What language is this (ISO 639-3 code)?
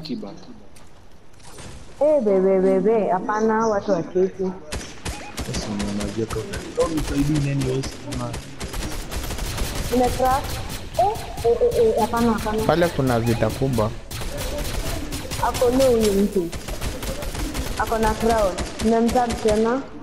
swa